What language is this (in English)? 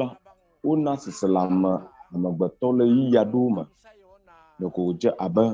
Ewe